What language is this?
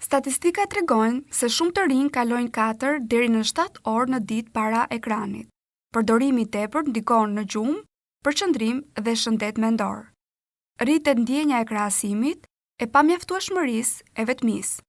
Albanian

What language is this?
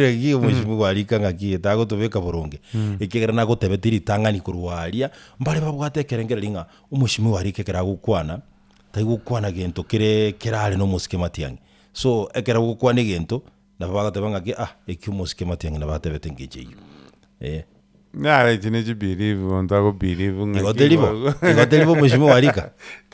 Gusii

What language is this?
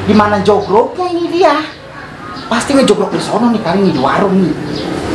Betawi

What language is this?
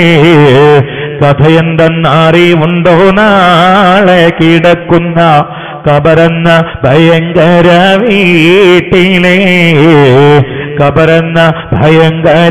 Malayalam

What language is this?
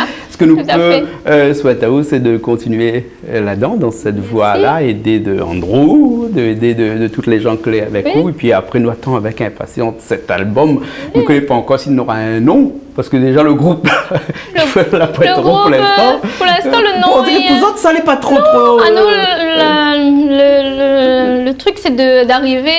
Réunion Creole French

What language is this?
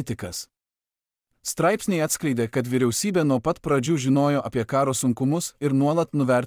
Lithuanian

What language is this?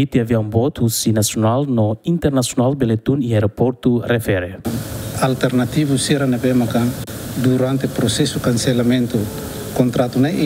Tetum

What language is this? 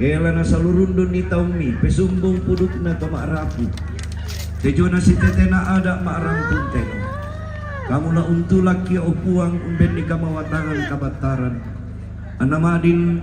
Toraja-Sa'dan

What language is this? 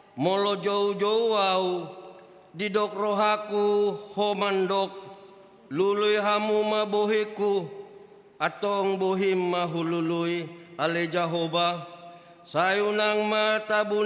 Batak Toba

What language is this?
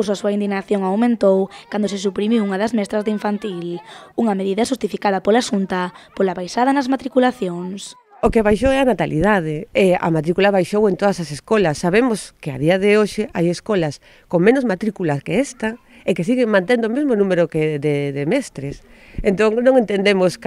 Galician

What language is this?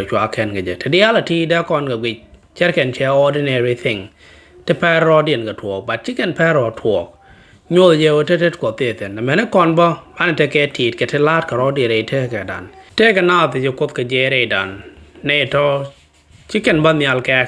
Nuer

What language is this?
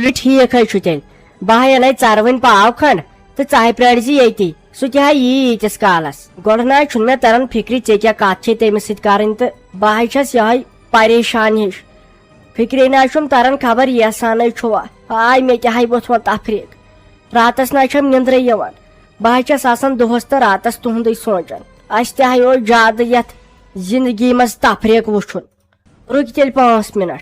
Kashmiri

